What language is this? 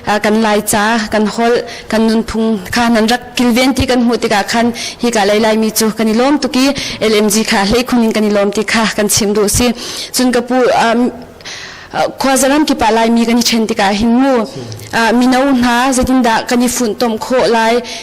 Hakha Chin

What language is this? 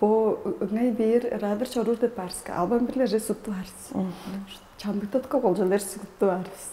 Tuvinian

